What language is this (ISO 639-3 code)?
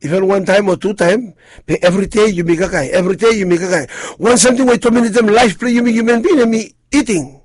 bis